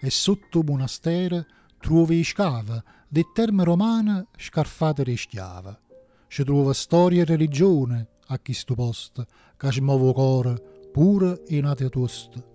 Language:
Neapolitan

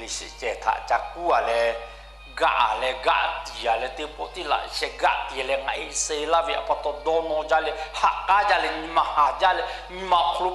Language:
Lahu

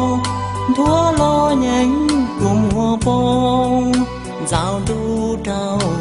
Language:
Hmong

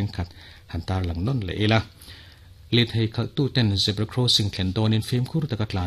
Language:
Mizo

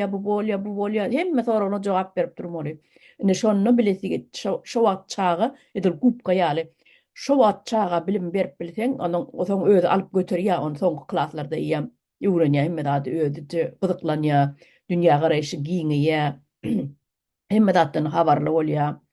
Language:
Turkmen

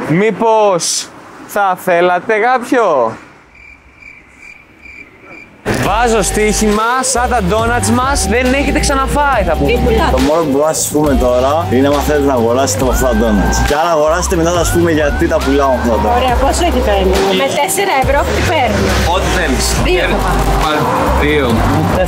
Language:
Greek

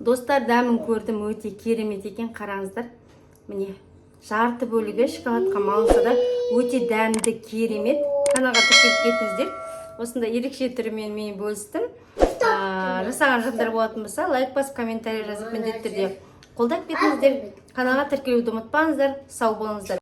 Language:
Kazakh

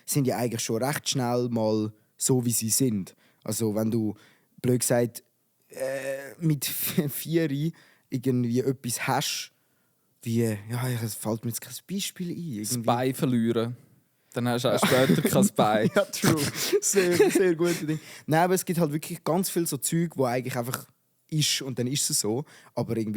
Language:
Swiss German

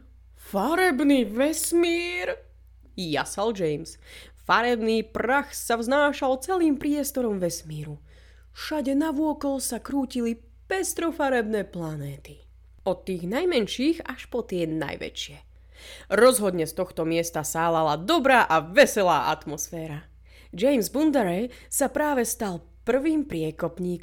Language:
Slovak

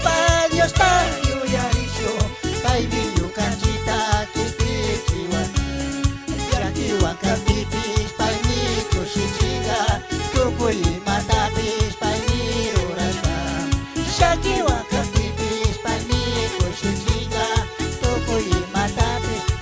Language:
Chimborazo Highland Quichua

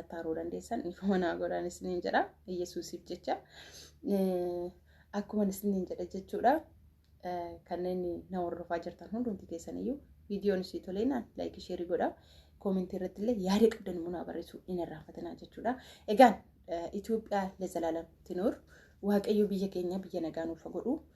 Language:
Oromo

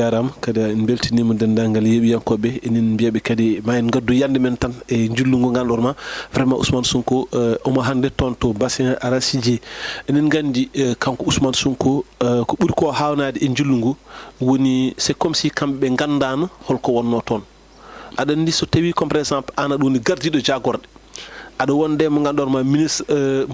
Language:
Fula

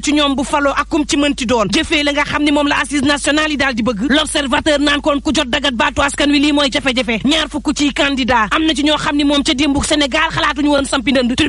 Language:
Wolof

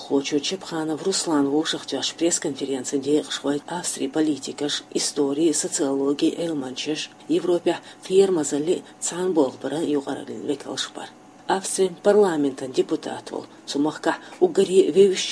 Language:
Chechen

